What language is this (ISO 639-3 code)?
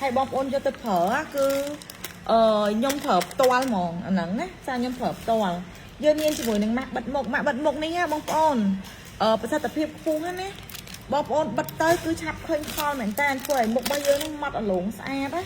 khm